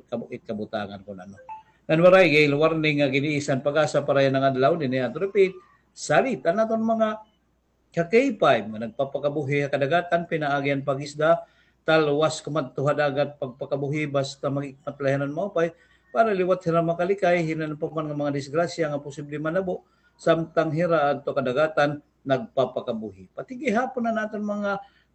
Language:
Waray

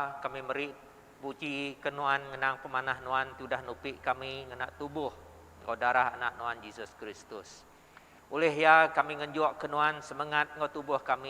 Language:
Iban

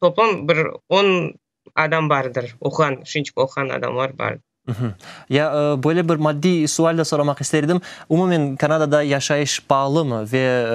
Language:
Crimean Tatar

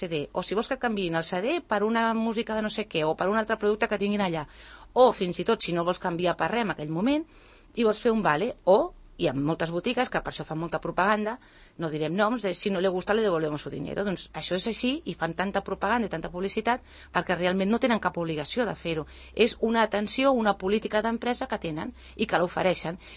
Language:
Catalan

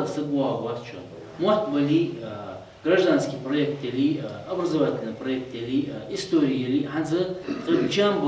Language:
Ingush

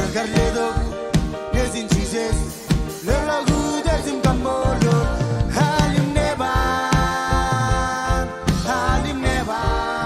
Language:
Marshallese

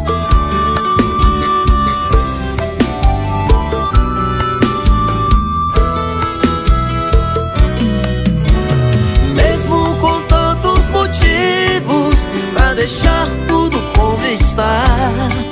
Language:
Portuguese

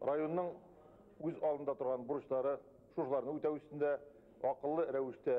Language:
Bashkir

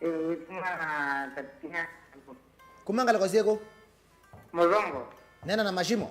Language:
Kamba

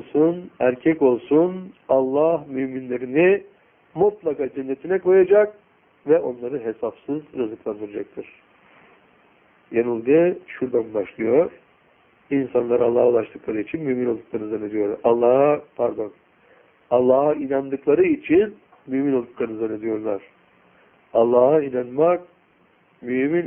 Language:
Turkish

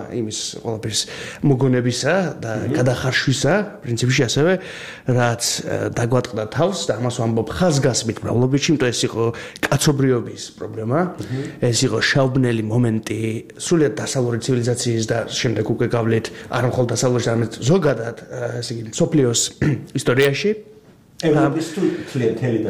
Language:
Georgian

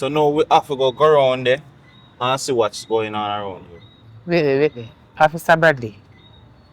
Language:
Jamaican Creole English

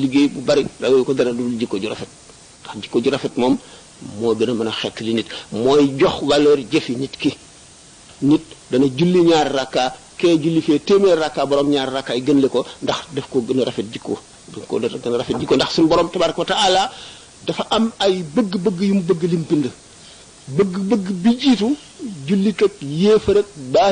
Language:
Wolof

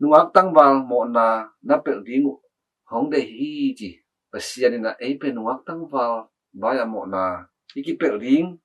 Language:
Tedim Chin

